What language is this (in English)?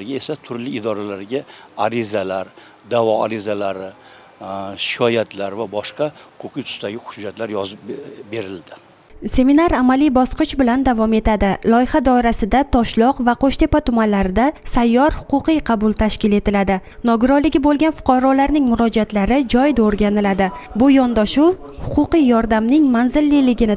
Uzbek